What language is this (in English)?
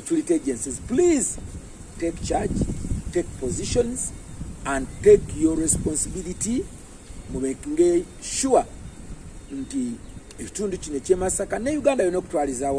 Ganda